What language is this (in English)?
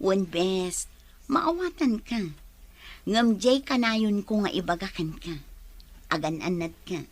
Iloko